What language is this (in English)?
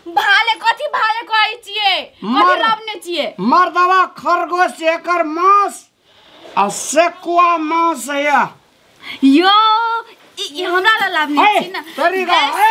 Maithili